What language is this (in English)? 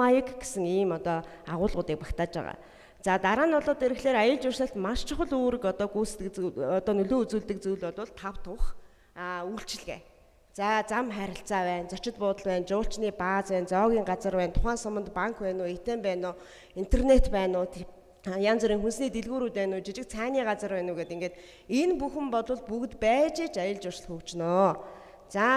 Mongolian